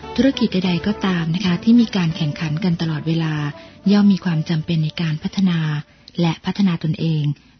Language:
Thai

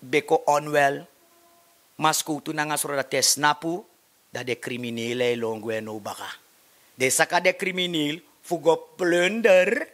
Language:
Sranan Tongo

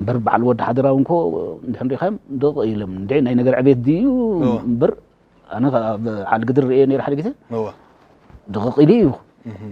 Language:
Tigrinya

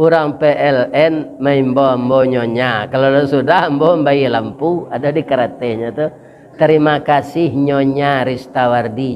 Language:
Minangkabau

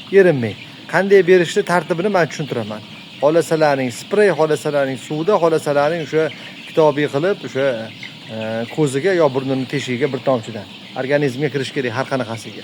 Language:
Uzbek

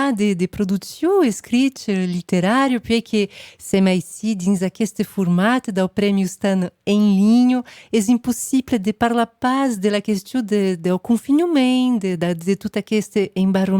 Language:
Occitan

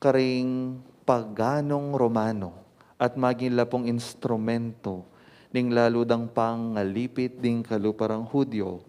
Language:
Pampanga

